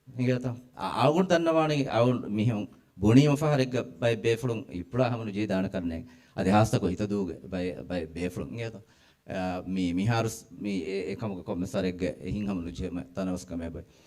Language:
Divehi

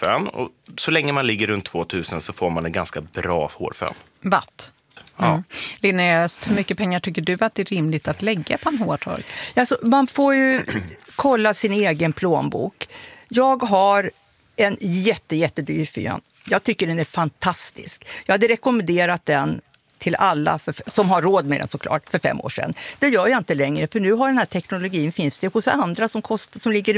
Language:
Swedish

